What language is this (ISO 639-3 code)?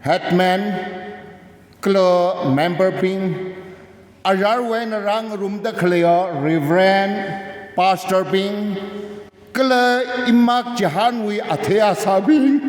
nmf